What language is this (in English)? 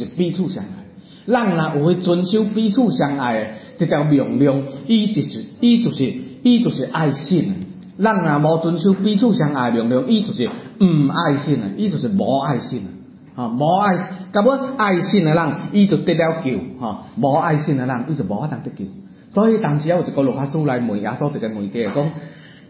Min Nan Chinese